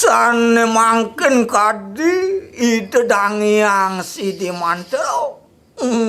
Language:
Balinese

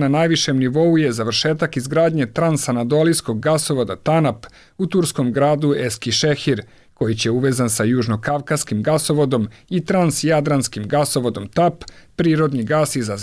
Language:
Bosnian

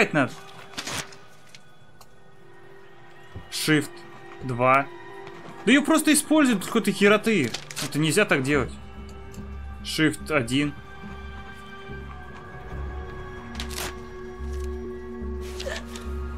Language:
Russian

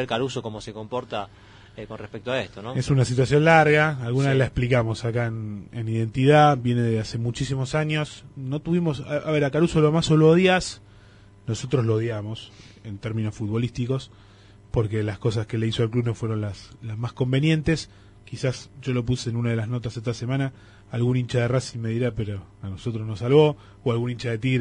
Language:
Spanish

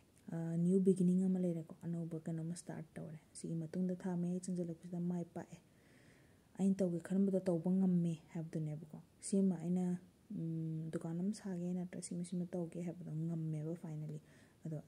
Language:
Manipuri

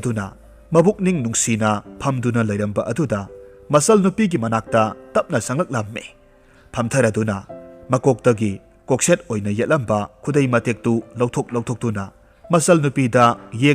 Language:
Manipuri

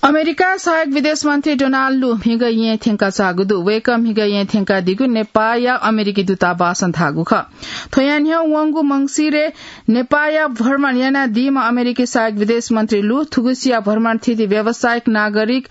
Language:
Newari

